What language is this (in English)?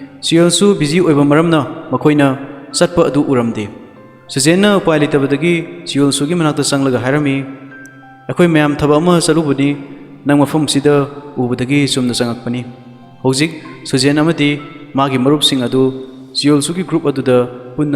Manipuri